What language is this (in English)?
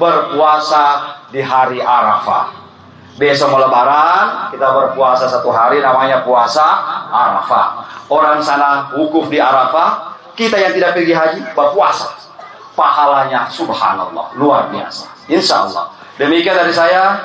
Indonesian